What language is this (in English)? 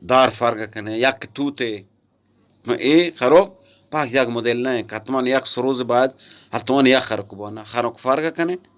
Eastern Balochi